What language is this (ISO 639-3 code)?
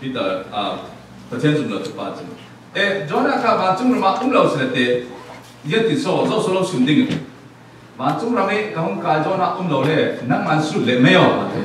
cfm